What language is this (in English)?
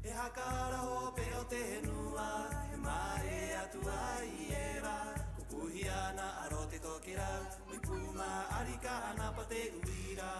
Rapanui